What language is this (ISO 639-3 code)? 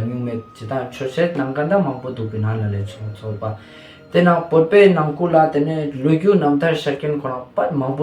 lbj